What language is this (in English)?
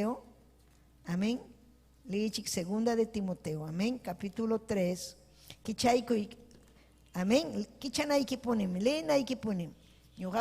Ayacucho Quechua